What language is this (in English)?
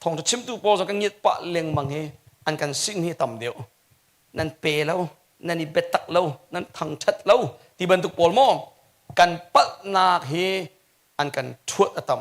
Hakha Chin